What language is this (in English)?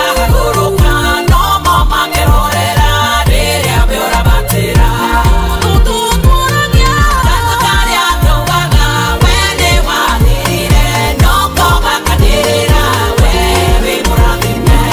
Kikuyu